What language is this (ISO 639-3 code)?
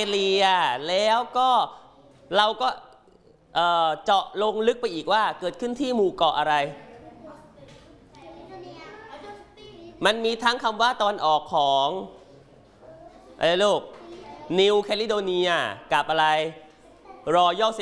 tha